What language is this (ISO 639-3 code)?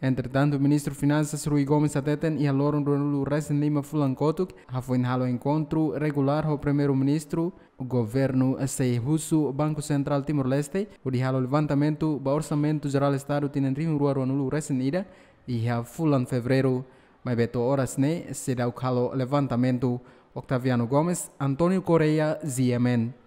tet